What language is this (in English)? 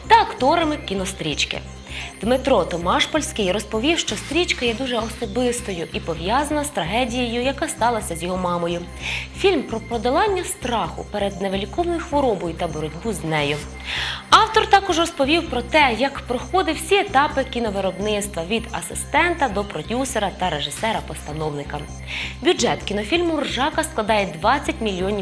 Ukrainian